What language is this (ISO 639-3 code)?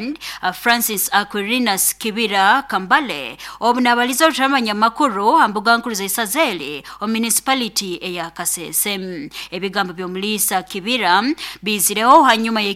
nyo